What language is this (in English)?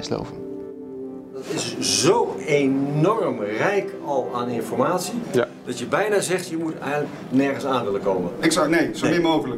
Dutch